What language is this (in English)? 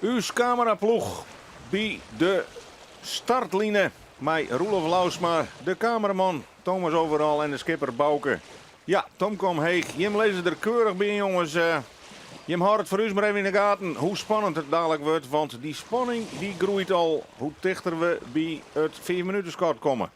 Western Frisian